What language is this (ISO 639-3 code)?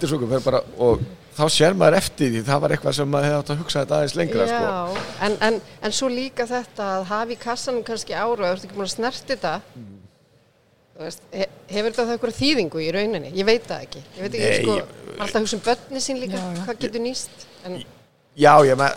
isl